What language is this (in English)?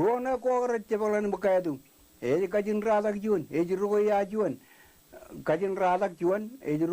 Marshallese